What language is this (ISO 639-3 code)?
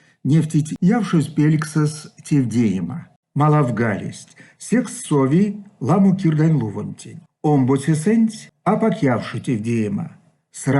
myv